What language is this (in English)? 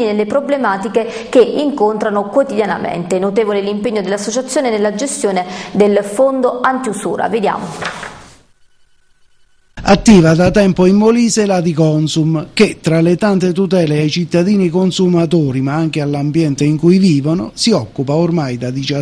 Italian